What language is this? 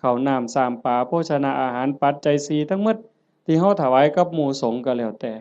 Northeastern Thai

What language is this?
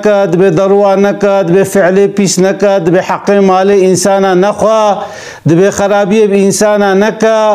Kurdish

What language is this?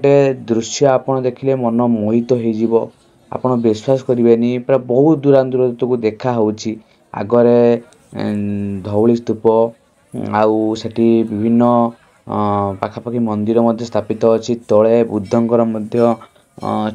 Odia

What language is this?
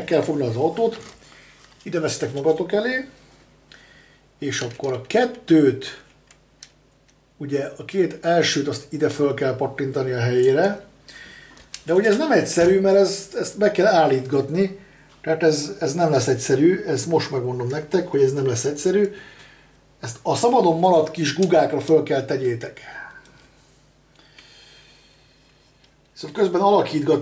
Hungarian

